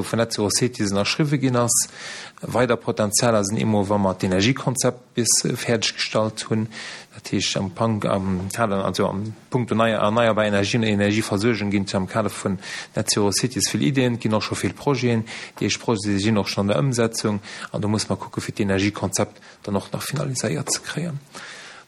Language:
Luxembourgish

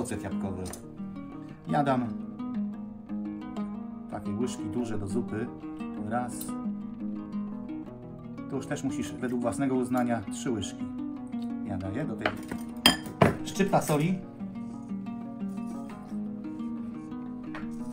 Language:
Polish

